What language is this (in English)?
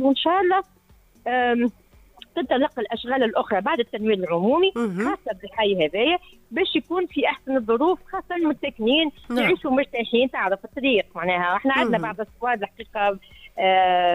Tunisian Arabic